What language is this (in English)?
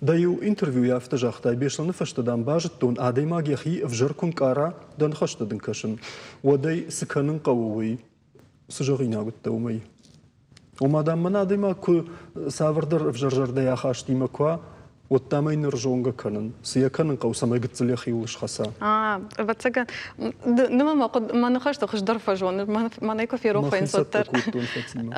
Ossetic